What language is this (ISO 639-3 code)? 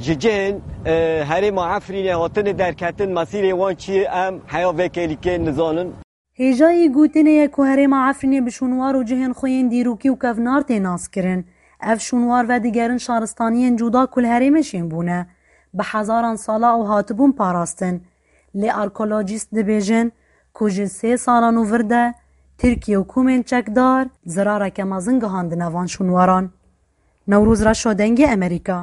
kur